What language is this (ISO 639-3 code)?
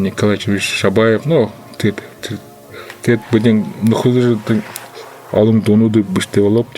bua